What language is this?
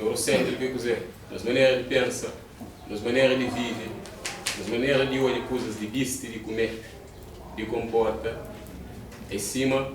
Kabuverdianu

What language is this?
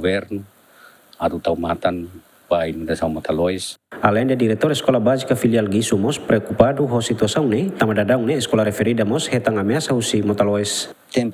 Tetum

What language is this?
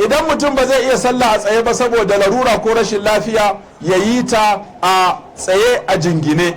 Hausa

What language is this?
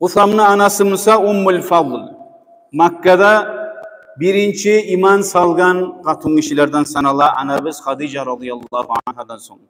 Kumyk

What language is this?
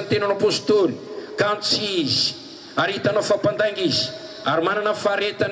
Malagasy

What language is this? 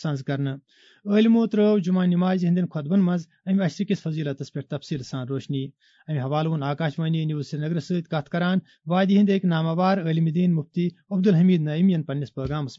Kashmiri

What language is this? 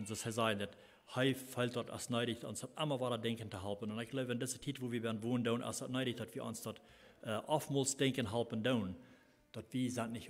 Plautdietsch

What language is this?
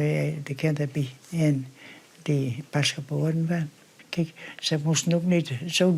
Western Frisian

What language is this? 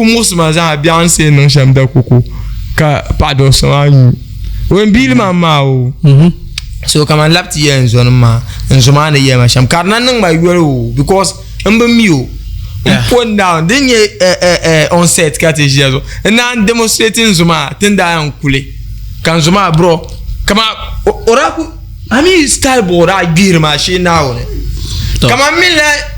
Dagbani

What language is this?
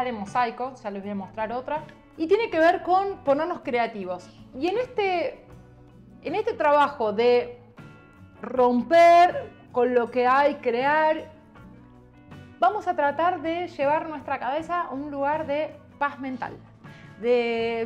Spanish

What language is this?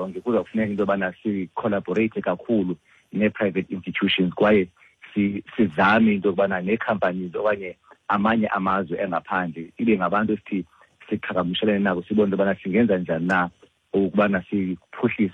Xhosa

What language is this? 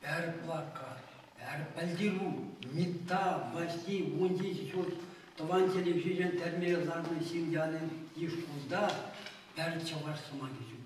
Chuvash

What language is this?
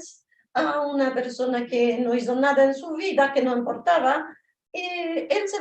Ladino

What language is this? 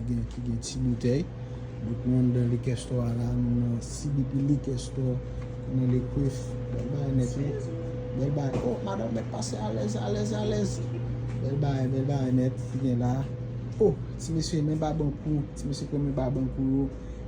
Haitian Creole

